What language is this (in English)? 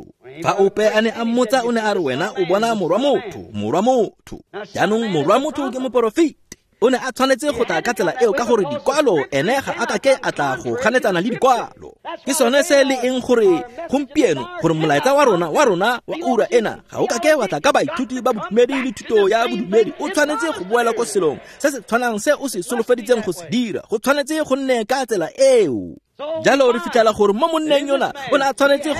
Tswana